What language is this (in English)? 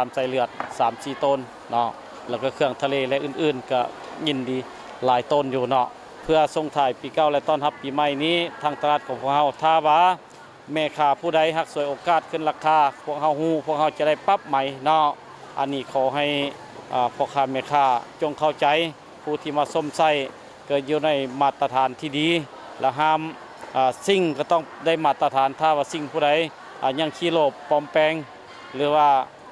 Lao